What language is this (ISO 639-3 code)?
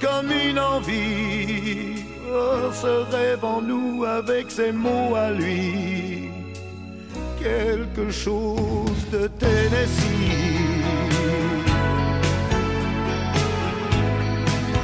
fra